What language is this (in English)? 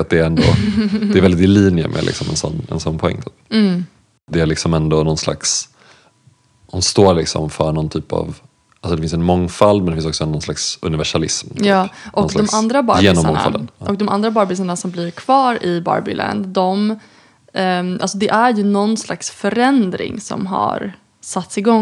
Swedish